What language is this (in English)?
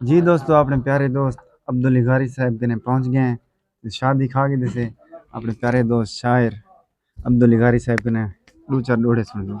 Saraiki